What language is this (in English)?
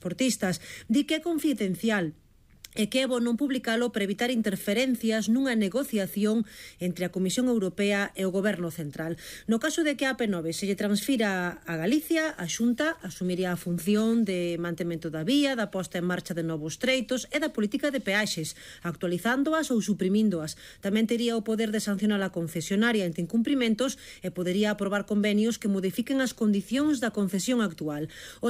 Galician